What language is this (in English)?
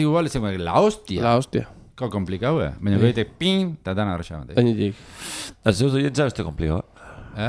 Basque